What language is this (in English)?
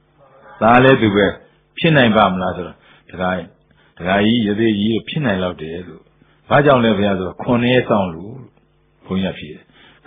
Burmese